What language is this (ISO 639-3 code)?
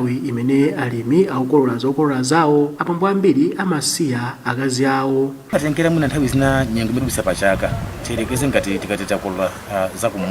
nya